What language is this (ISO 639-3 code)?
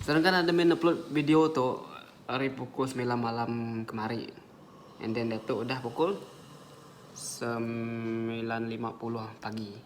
iba